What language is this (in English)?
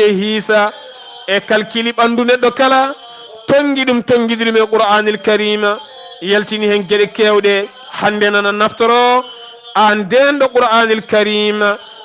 Fula